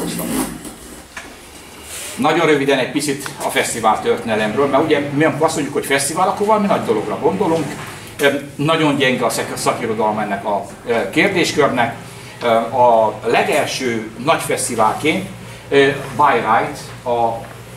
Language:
Hungarian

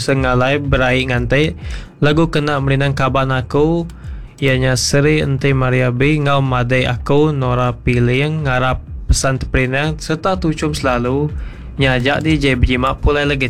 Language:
Iban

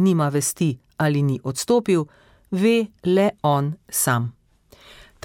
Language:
Slovenian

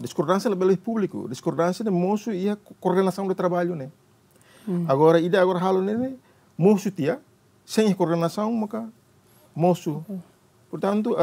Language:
Tetum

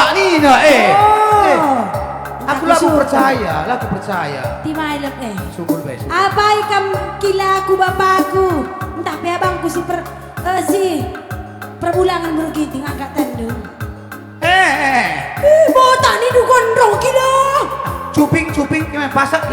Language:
Batak Karo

